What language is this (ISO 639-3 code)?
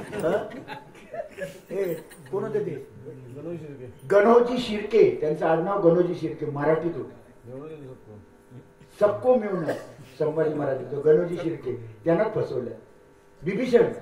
mar